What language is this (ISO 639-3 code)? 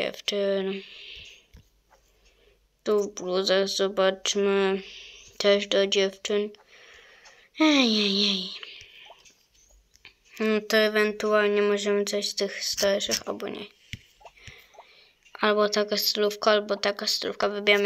pol